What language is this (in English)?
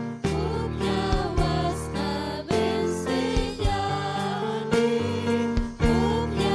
Ayacucho Quechua